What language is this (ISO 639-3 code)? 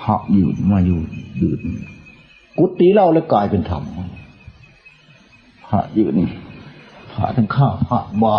tts